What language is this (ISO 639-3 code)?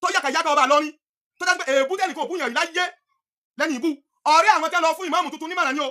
yor